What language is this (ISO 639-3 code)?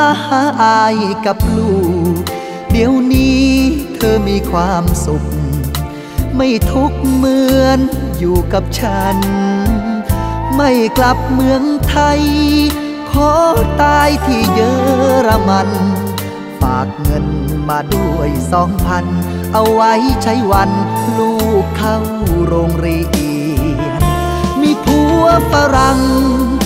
tha